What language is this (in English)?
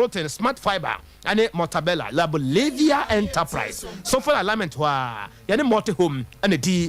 Akan